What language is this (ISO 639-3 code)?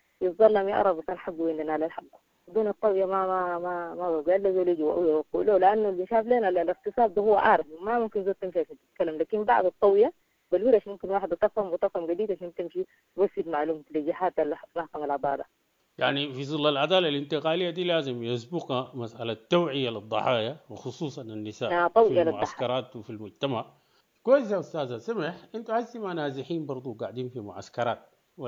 apd